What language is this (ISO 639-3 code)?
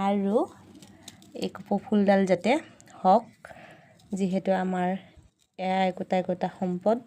asm